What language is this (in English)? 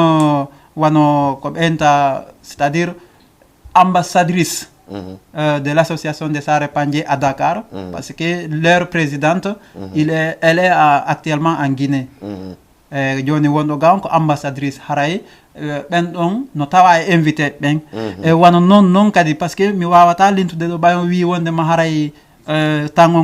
Fula